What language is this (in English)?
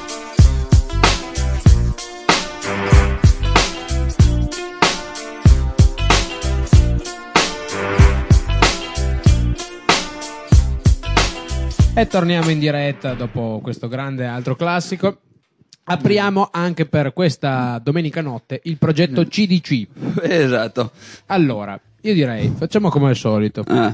Italian